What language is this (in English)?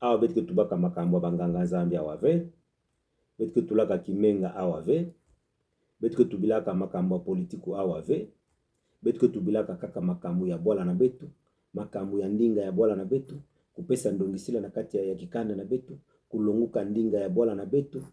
Kituba (Democratic Republic of Congo)